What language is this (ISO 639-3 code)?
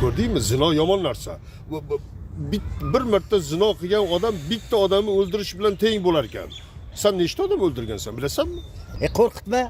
uzb